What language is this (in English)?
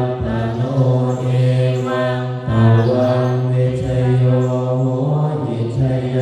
Pali